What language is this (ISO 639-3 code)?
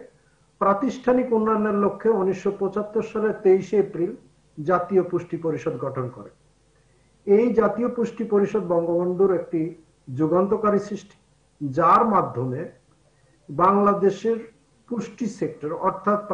ben